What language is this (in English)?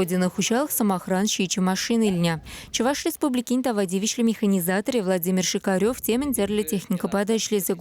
Chuvash